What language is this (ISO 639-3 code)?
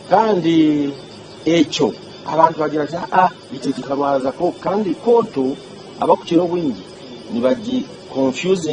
nyn